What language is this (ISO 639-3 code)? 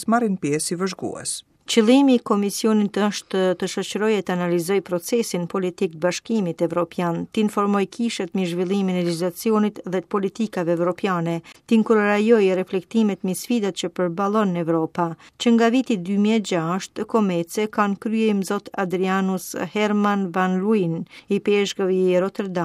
sqi